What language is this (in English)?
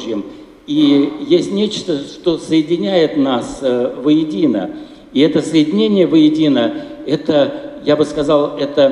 Russian